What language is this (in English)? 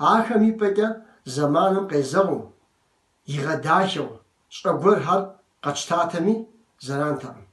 Kabardian